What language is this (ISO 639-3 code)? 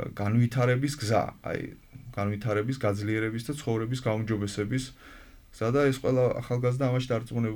kat